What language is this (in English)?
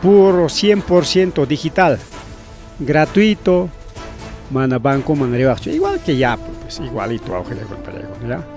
Ayacucho Quechua